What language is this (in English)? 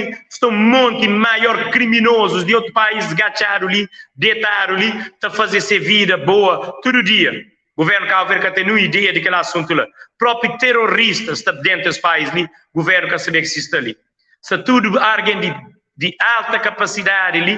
Kabuverdianu